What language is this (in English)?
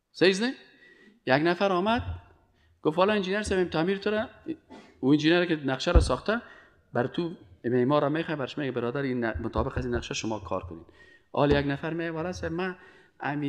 Persian